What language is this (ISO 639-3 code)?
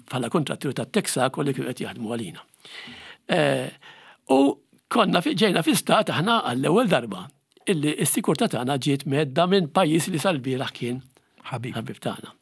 mlt